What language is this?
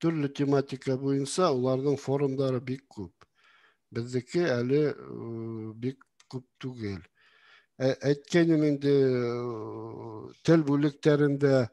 Bashkir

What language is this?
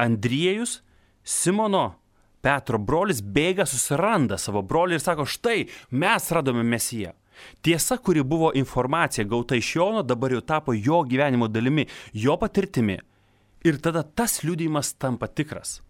Lithuanian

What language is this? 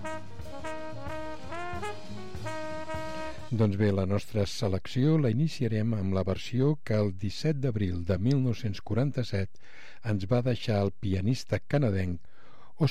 Catalan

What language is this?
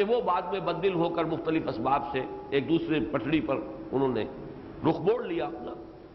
Urdu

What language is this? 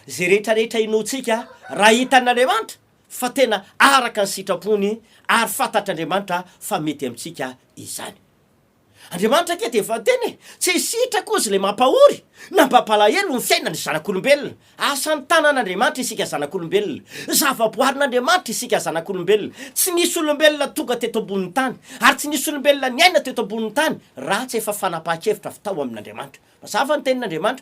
Malagasy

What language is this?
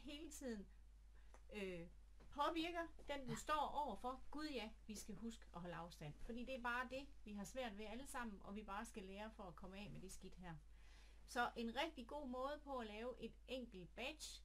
Danish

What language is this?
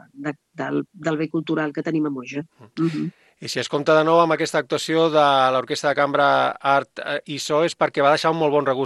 Catalan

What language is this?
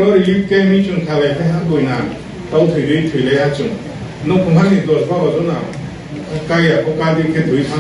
Riang (India)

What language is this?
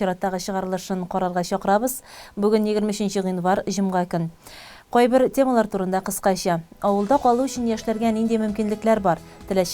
Tatar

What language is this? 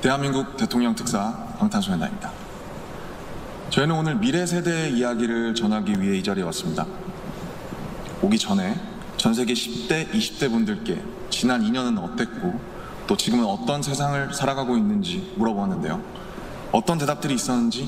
Korean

